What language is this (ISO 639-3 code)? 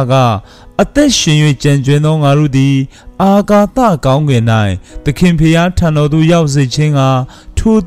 mya